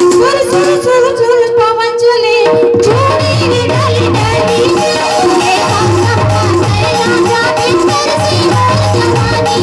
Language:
Chhattisgarhi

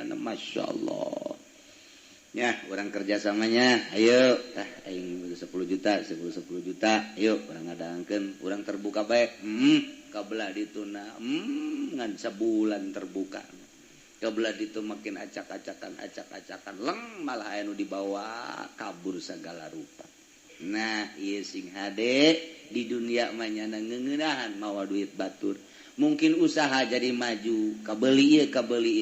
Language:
Sundanese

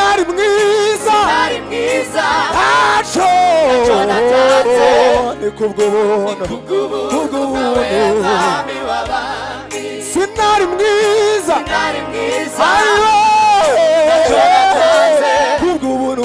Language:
Kinyarwanda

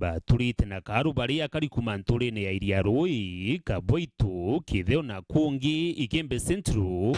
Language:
Meru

